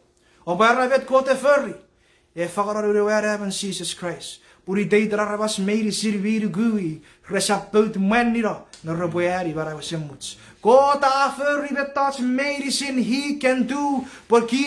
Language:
Chuukese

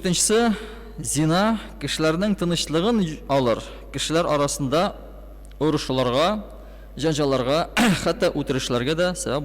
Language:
Tatar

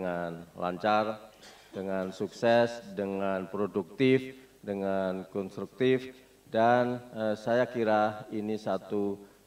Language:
Indonesian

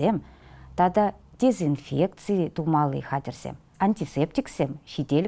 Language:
Chuvash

